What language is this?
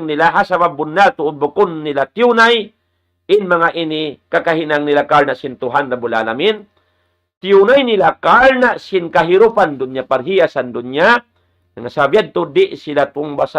Tausug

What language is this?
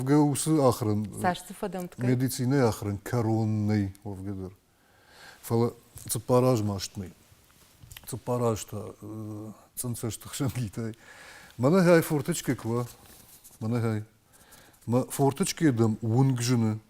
Ossetic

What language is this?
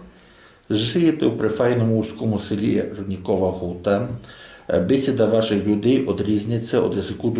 Rusyn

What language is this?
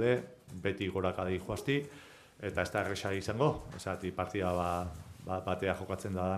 Basque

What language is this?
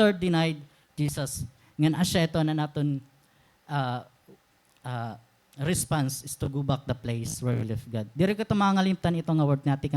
Waray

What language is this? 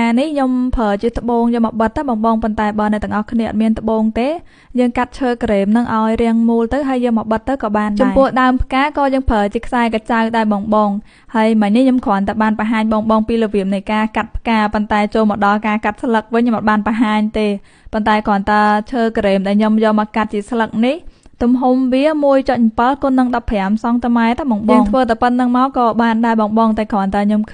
Khmer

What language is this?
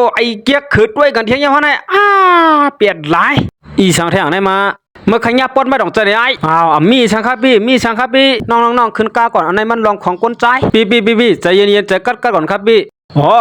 Shan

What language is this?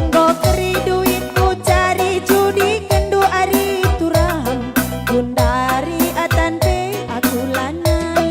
Batak Karo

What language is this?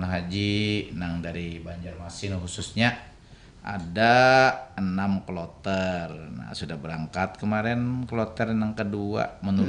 Banjar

